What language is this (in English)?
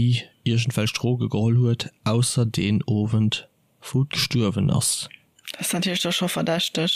Luxembourgish